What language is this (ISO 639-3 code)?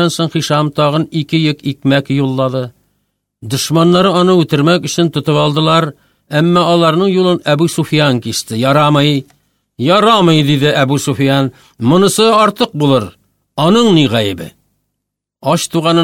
tat